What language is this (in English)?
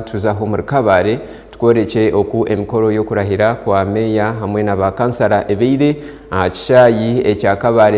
Nyankole